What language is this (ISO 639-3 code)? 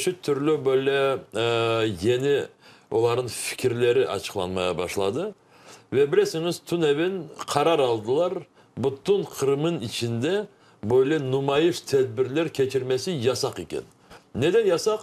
crh